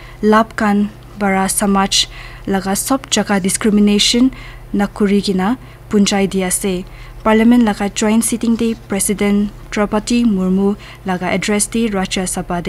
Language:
Naga Pidgin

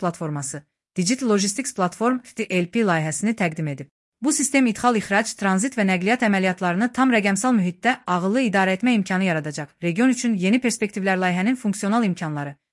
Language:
Azerbaijani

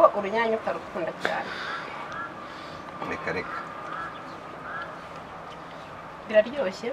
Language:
Kinyarwanda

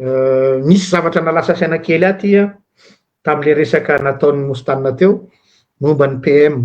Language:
Malagasy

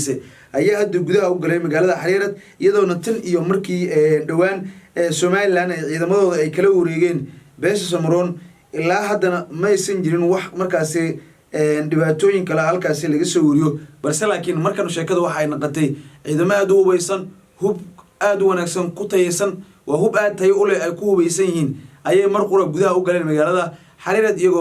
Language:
Somali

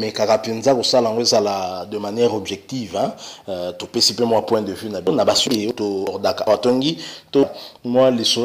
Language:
Lingala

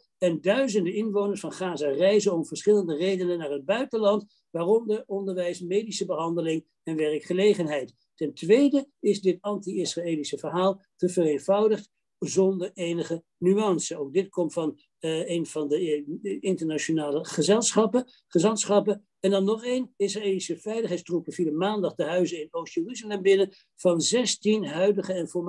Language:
Dutch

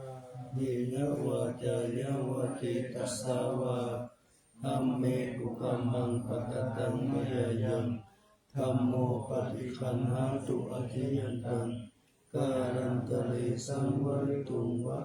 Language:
Pali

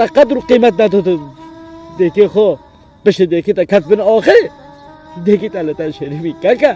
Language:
Kurdish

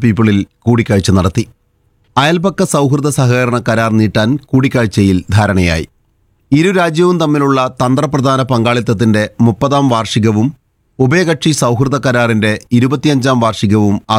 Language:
Malayalam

